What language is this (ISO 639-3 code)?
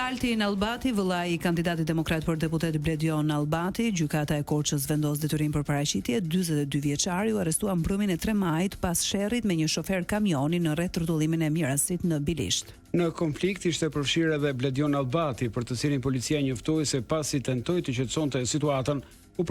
sqi